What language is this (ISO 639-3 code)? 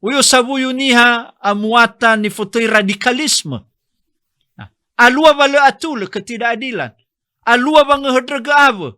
nia